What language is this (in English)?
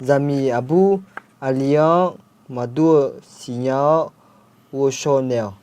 Akha